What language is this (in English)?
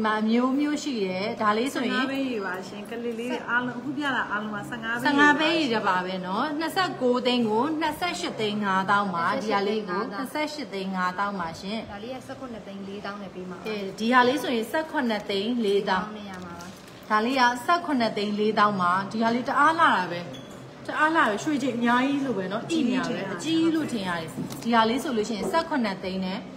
Burmese